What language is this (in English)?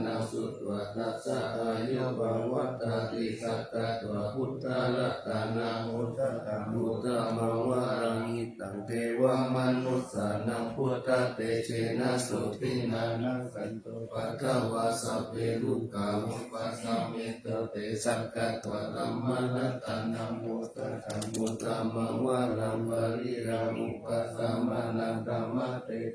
Pali